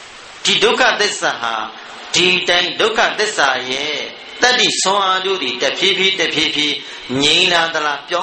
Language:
Burmese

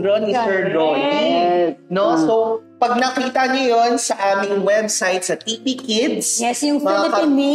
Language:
Filipino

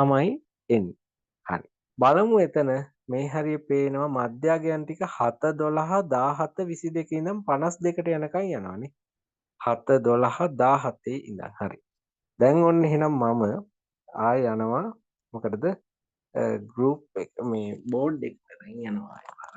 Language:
Sinhala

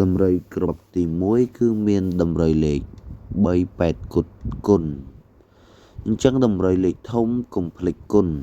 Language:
Khmer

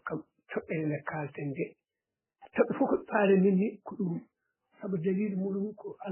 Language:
Fula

